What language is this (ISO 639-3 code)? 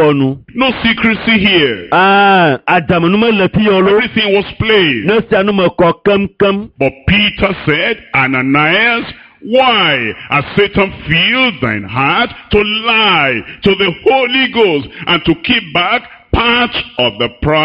ewe